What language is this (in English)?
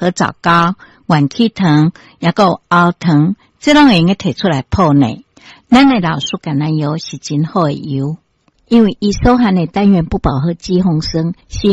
Min Nan Chinese